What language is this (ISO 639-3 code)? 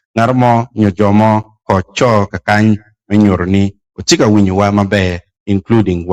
ach